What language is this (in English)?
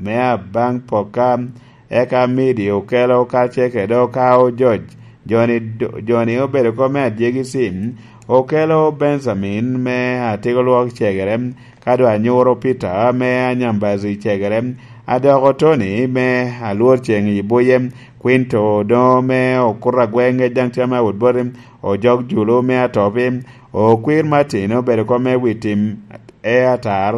Lango (Uganda)